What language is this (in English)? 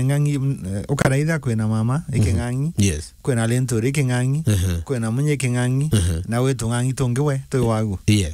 Meru